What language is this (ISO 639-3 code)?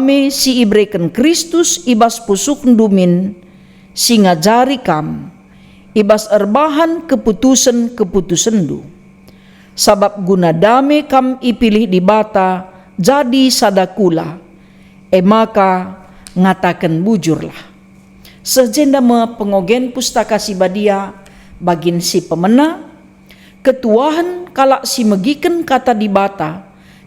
btx